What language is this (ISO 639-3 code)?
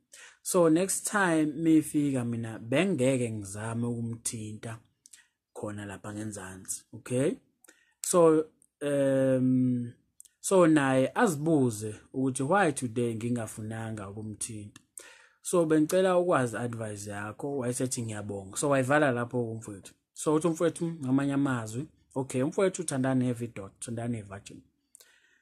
zul